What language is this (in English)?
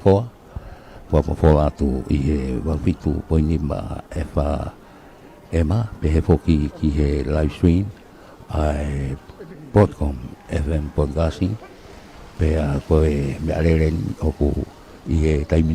Tongan